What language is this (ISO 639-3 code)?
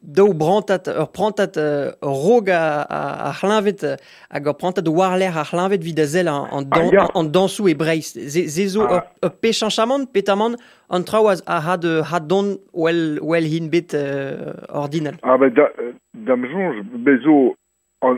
bre